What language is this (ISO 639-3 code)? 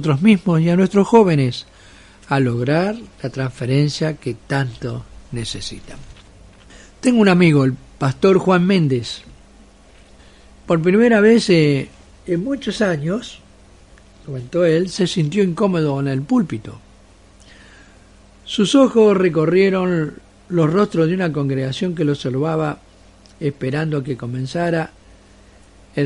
spa